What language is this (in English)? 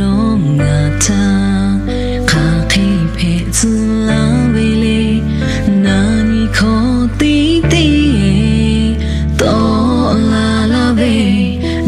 Lahu